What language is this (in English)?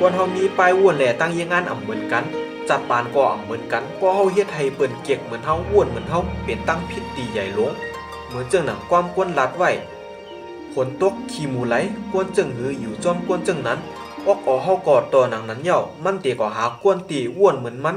Shan